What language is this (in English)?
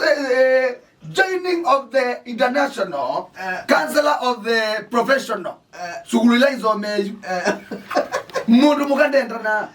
Kamba